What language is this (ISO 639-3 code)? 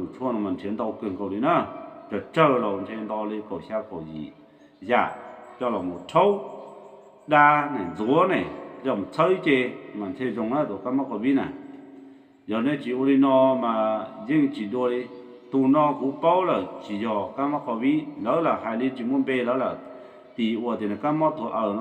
hmn